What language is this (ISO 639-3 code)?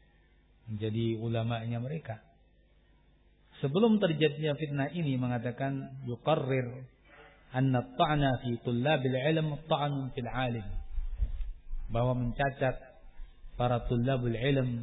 ind